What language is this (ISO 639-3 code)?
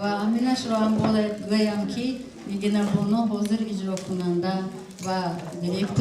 tgk